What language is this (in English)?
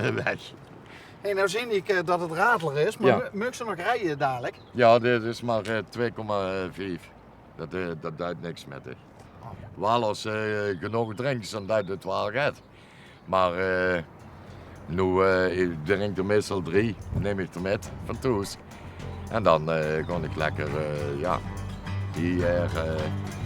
Limburgish